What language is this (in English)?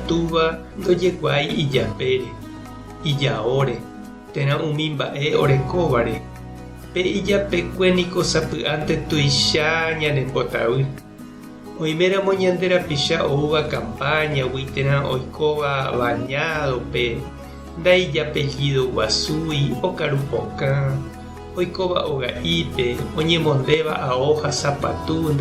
Guarani